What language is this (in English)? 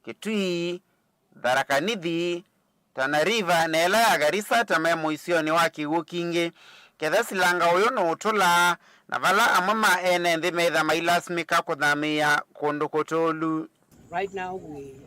Kamba